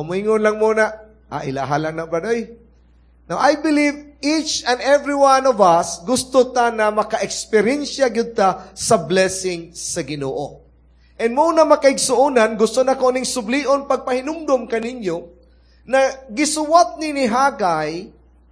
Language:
Cebuano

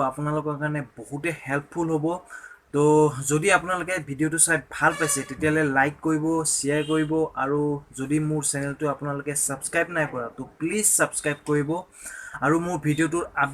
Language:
Assamese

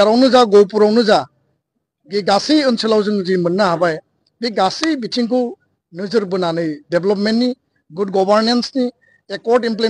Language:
Bodo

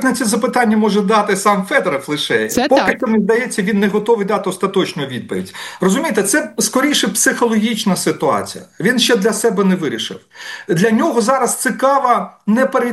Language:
Ukrainian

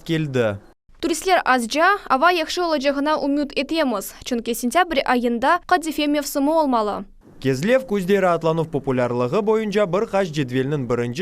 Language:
Crimean Tatar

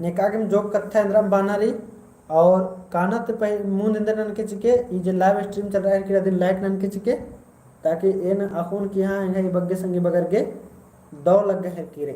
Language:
Kurukh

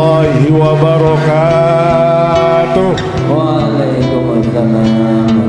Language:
Sasak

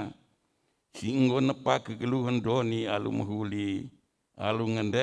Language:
Batak Karo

